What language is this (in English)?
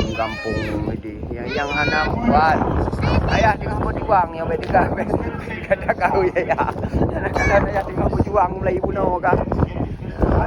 Achinese